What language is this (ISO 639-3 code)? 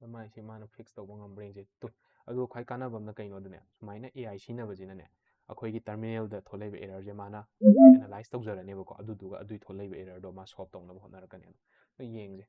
mni